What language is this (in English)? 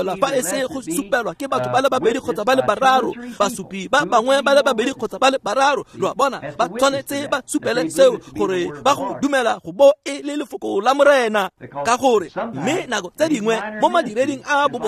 Tswana